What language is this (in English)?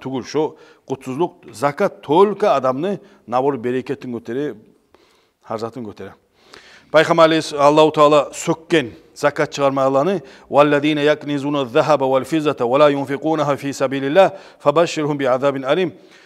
Kumyk